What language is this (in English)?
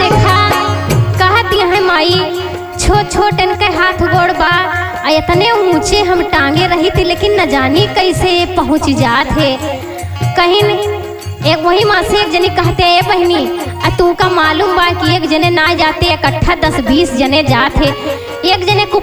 Awadhi